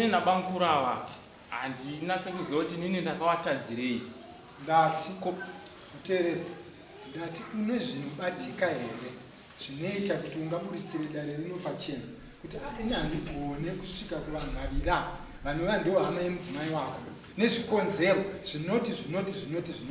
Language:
Shona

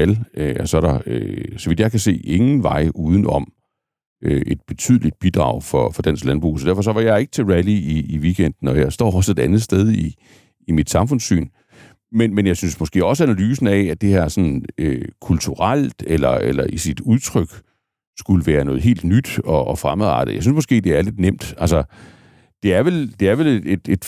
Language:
Danish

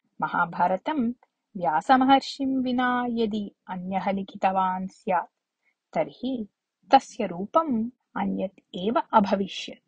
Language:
Sanskrit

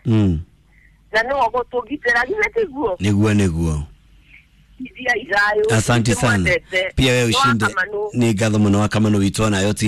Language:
Kikuyu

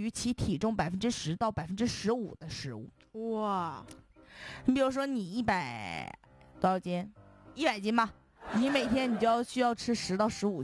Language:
Chinese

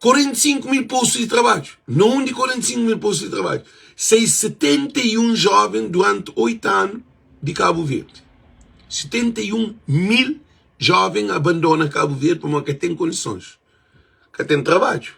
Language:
Kabuverdianu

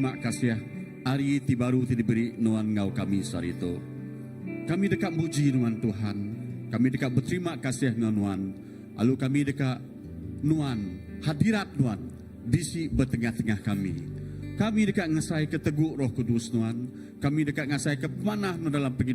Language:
Iban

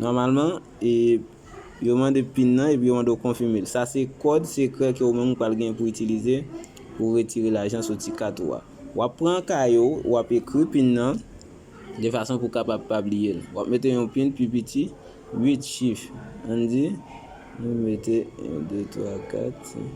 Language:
Haitian Creole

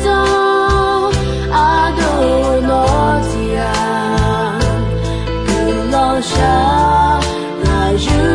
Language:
Akha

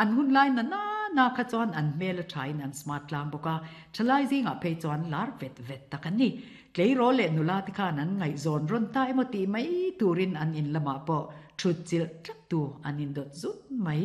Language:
Mizo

